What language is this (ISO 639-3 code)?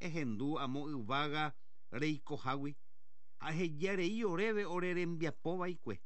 grn